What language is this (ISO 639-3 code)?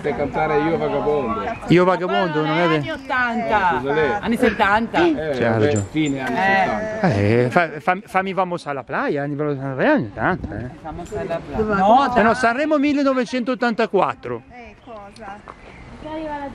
ita